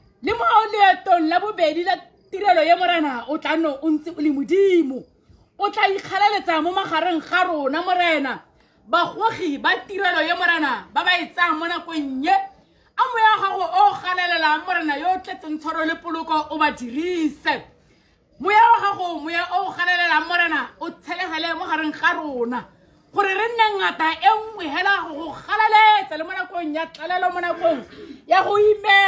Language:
Tswana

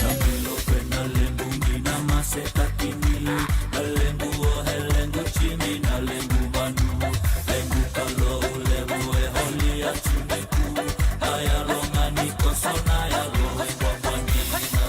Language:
Fijian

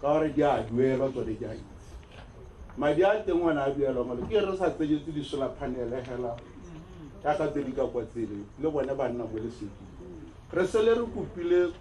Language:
Tswana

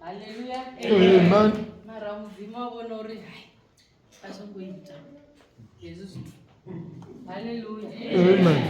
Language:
Venda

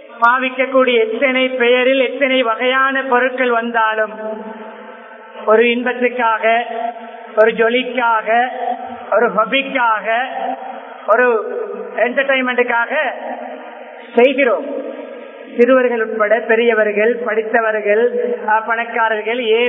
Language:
Tamil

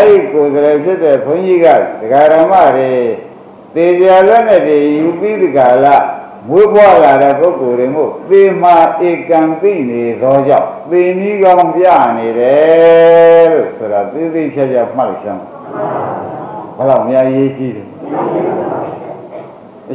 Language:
Burmese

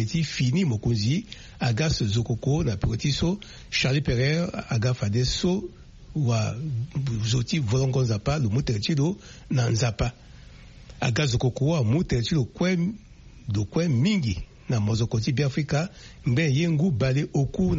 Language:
Sango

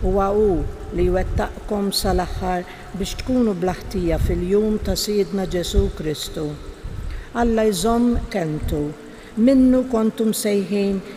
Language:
Maltese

